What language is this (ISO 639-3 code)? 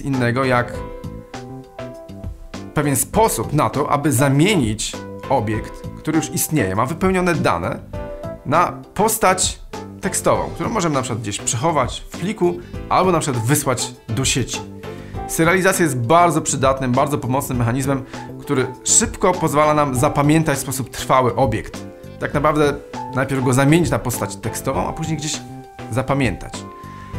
pol